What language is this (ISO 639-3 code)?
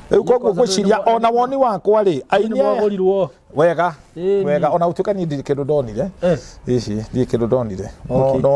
kik